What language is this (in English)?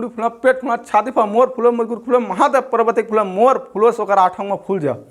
Chhattisgarhi